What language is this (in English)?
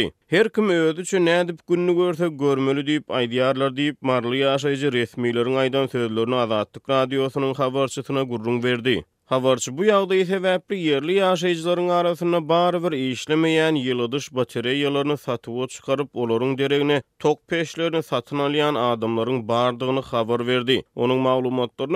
Turkmen